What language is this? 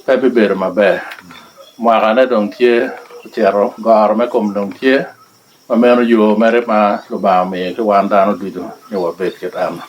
Lango (Uganda)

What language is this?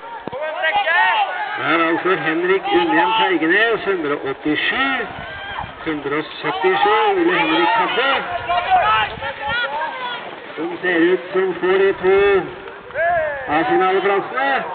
Norwegian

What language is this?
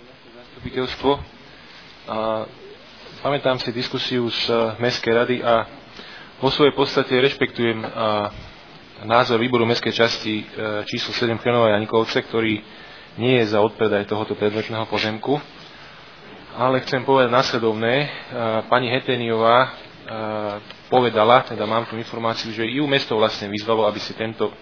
Slovak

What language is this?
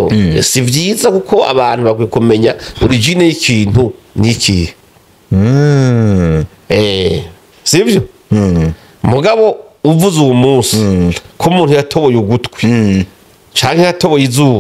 Rundi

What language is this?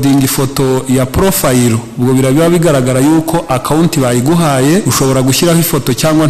Kinyarwanda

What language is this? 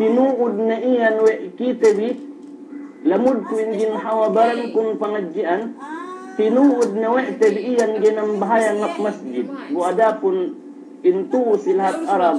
Yakan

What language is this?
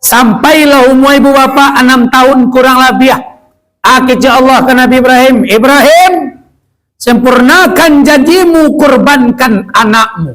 Minangkabau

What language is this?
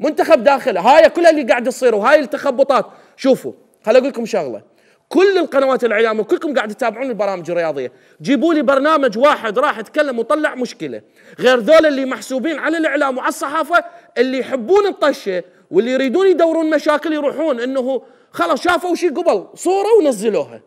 Mesopotamian Arabic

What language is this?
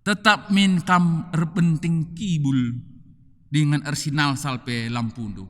Batak Karo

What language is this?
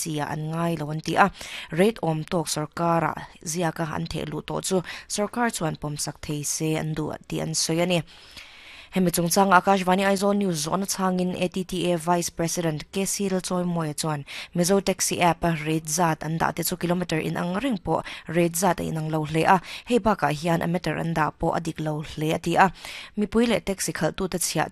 Mizo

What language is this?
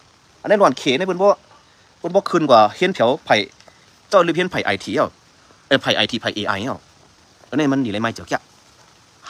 Shan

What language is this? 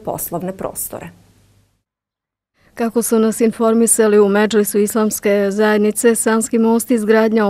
Bosnian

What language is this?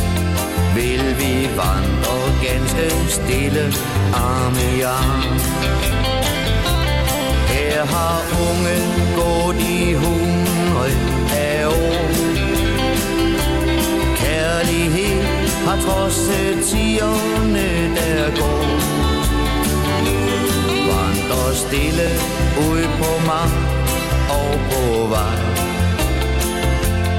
Danish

